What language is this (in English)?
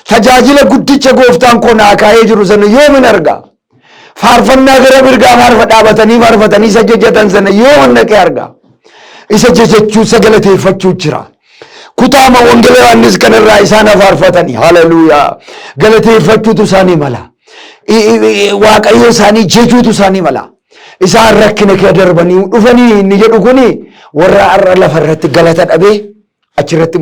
Oromo